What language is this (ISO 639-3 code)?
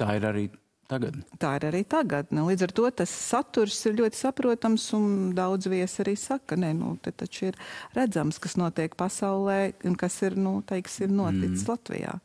lav